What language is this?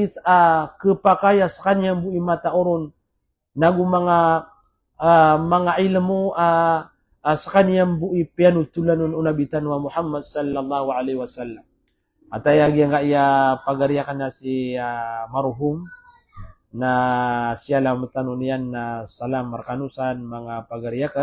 Maranao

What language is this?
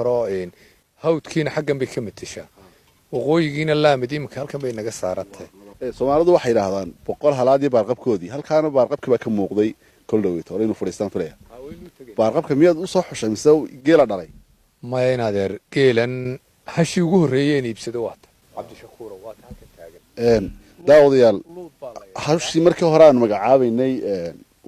Somali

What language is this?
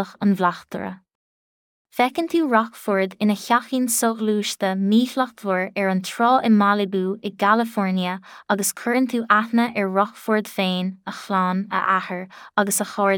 Irish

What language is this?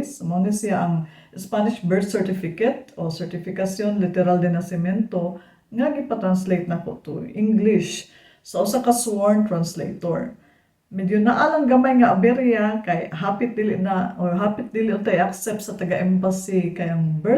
Cebuano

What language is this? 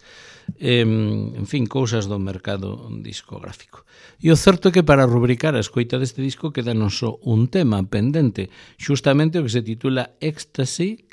Galician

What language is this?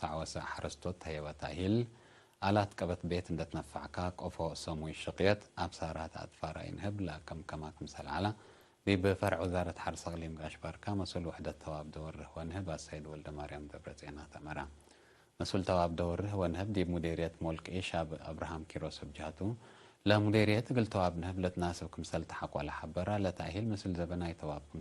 Tigre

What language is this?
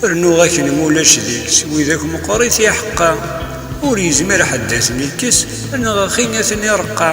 Kabyle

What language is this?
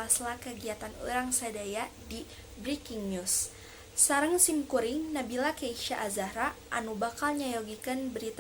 Sundanese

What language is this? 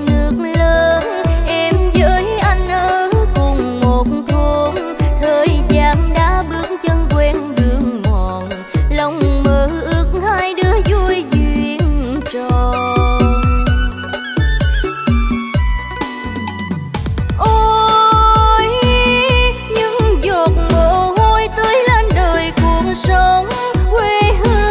Vietnamese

